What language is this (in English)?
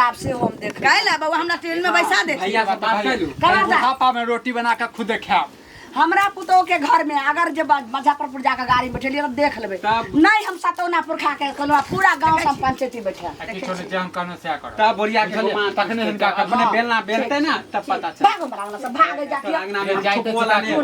Maithili